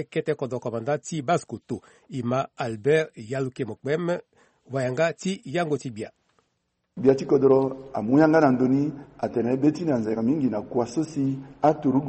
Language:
Sango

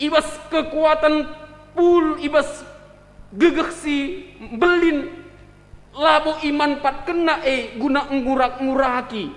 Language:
Batak Karo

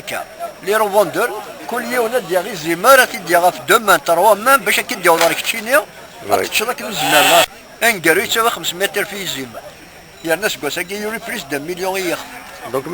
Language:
Kabyle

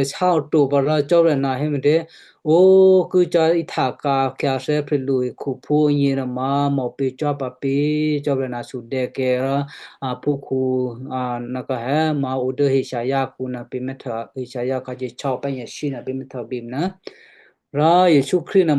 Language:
Western Kayah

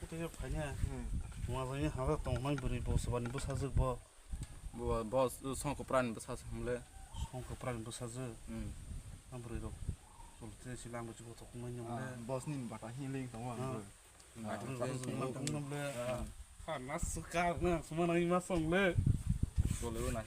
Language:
Kok Borok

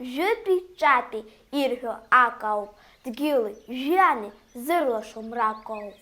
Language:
Abkhazian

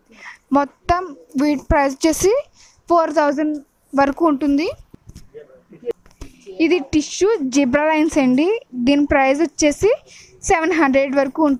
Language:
Telugu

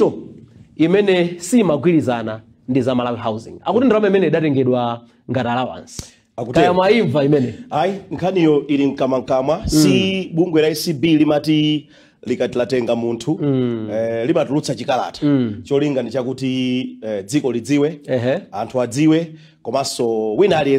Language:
Nyanja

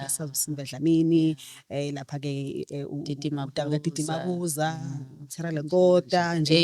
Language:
Zulu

